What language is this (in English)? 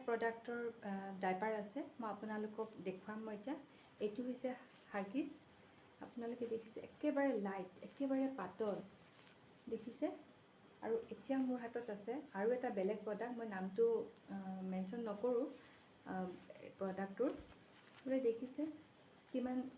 Assamese